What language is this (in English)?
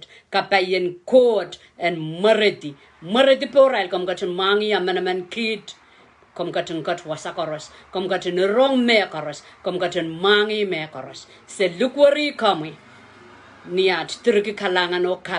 Pohnpeian